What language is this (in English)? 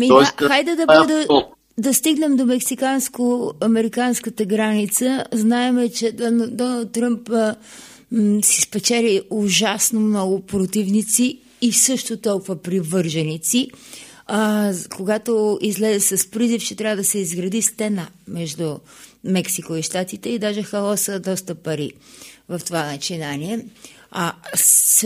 Bulgarian